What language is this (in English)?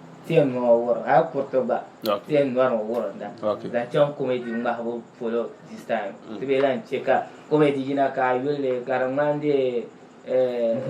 Dagbani